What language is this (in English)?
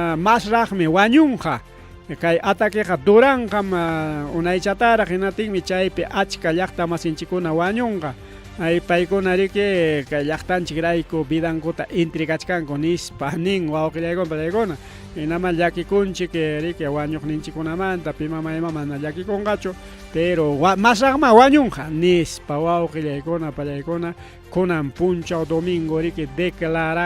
Ayacucho Quechua